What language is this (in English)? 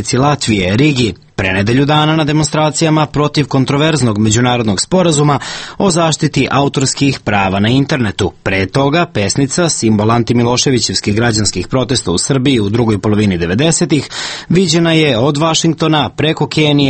Serbian